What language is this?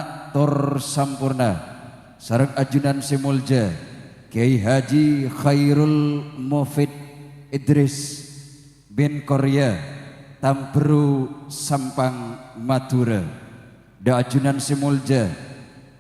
Madurese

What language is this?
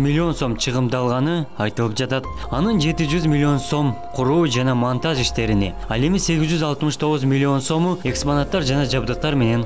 Kyrgyz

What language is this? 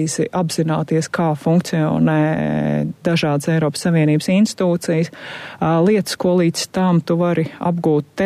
Latvian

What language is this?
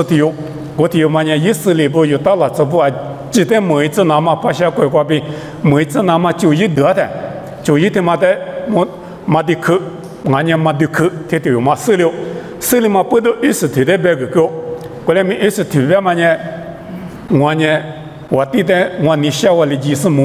Lisu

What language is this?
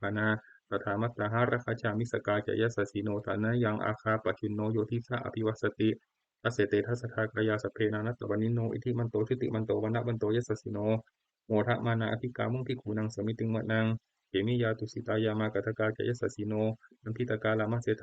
Pali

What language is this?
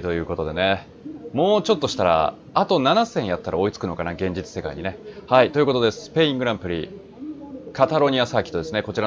Japanese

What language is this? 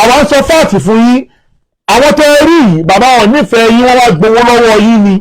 Yoruba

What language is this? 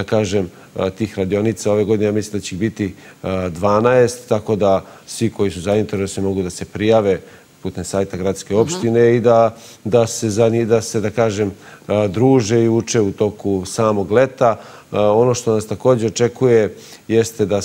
Serbian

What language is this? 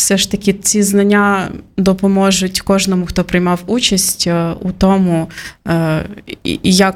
Ukrainian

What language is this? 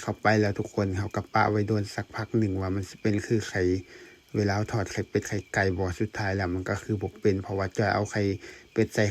Lao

